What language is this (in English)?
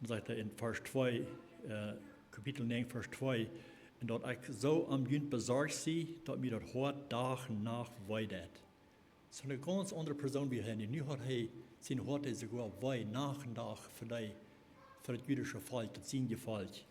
Plautdietsch